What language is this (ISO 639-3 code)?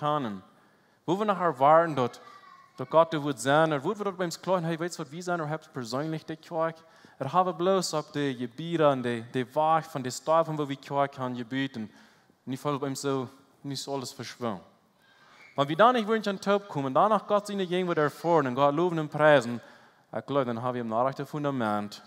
pdt